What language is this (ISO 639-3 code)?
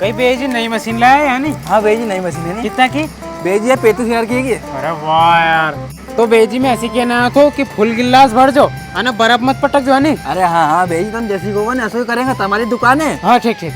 raj